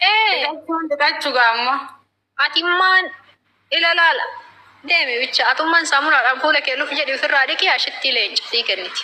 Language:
Oromo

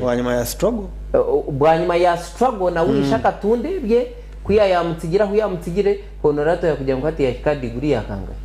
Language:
Nyankole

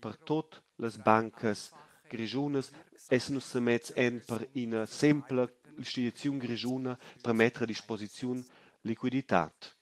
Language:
Romansh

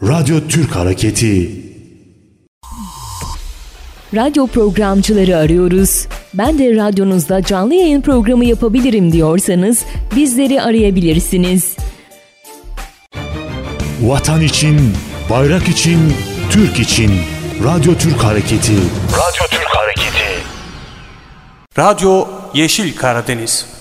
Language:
Turkish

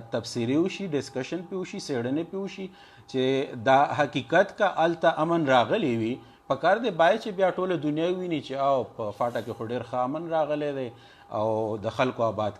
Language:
Pashto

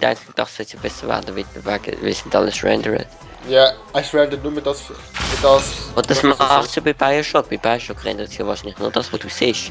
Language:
Swiss German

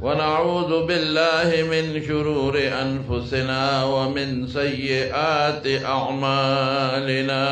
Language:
Pashto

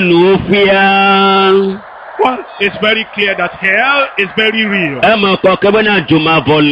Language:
Ewe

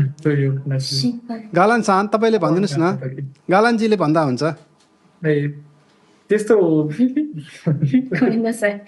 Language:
Nepali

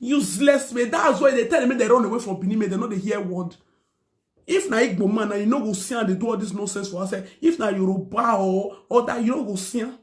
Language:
Nigerian Pidgin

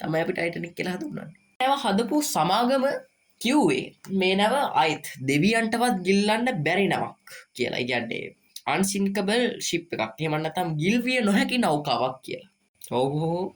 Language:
Sinhala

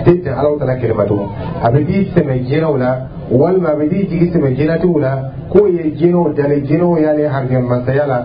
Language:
Dyula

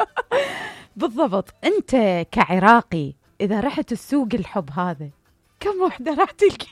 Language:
Mesopotamian Arabic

